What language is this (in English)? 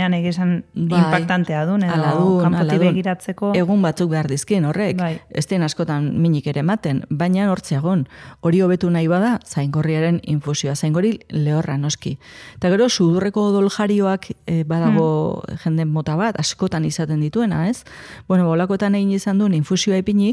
Basque